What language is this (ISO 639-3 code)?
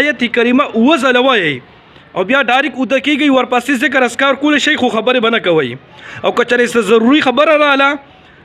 pus